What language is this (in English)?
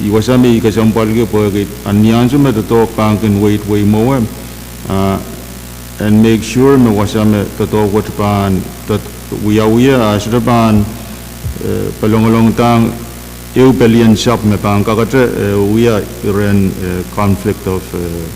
Pohnpeian